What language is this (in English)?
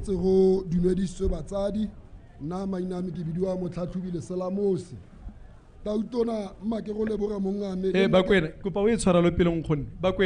Tswana